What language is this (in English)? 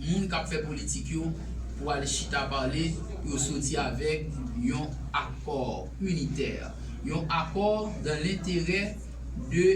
Haitian Creole